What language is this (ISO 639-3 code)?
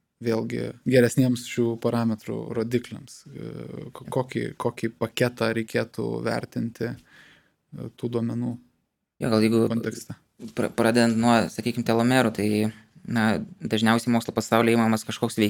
lit